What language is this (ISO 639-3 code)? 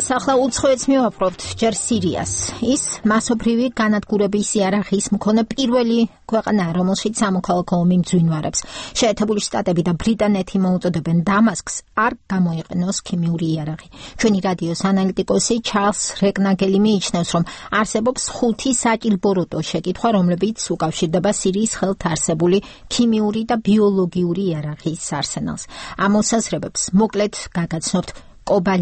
kat